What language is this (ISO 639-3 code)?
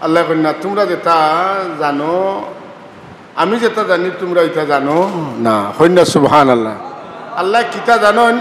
syl